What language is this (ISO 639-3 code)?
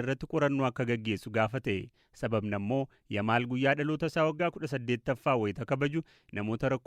orm